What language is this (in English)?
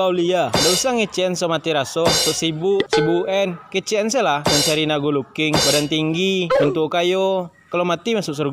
Minangkabau